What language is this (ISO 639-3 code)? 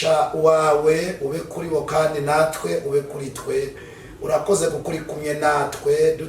kin